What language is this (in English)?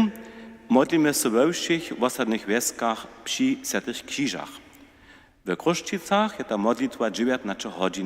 Upper Sorbian